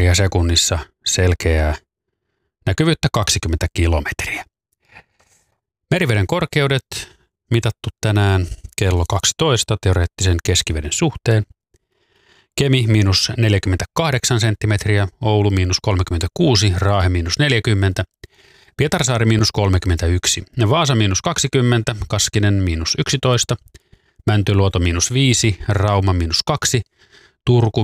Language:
Finnish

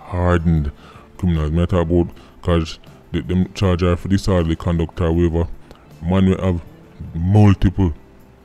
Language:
Jamaican Creole English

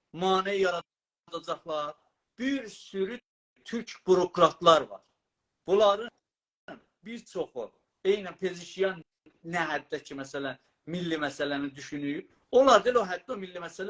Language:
South Azerbaijani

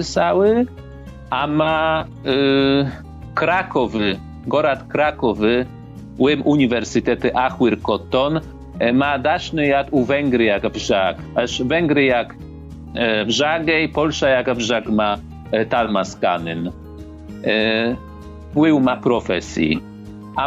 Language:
Ossetic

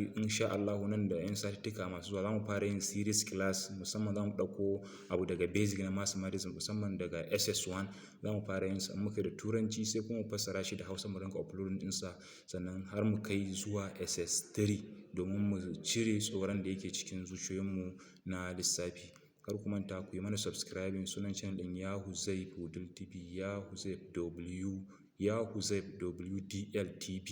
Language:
Hausa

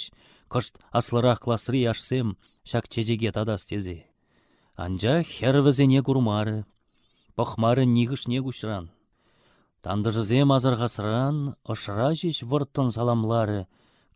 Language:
Chuvash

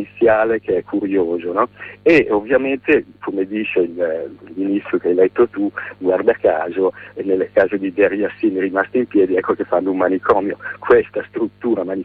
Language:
Italian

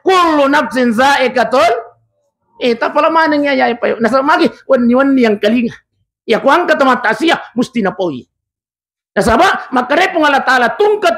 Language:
Buginese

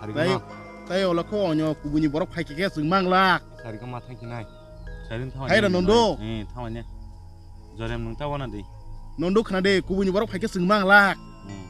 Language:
Kok Borok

